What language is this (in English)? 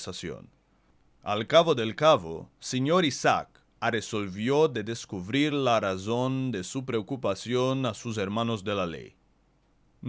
Ladino